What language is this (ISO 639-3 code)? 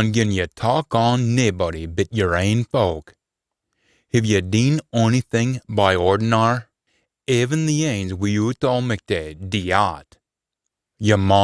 sco